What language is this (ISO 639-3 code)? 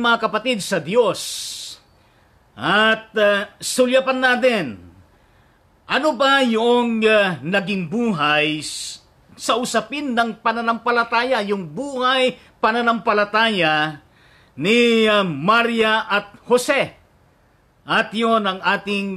fil